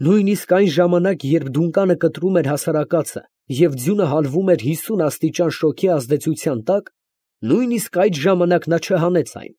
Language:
Armenian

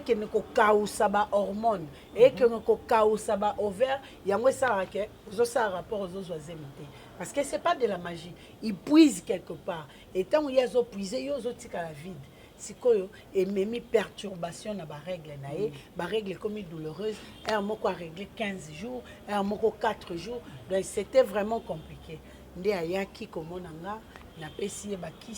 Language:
Lingala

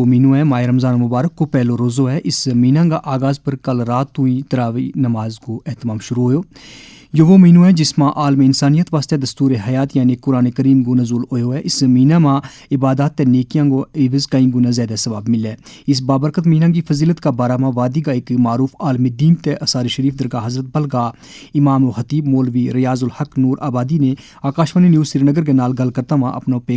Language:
Gujari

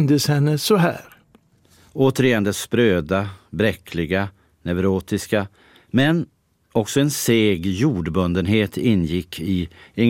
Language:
Swedish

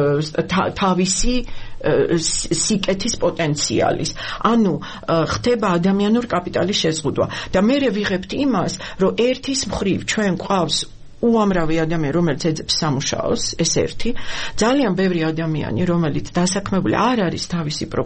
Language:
Georgian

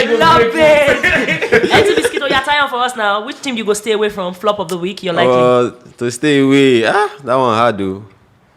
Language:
Nigerian Pidgin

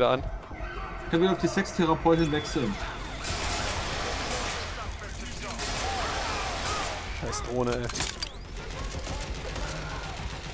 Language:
German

